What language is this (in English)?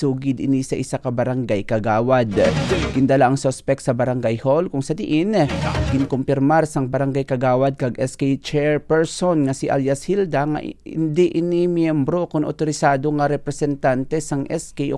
Hiligaynon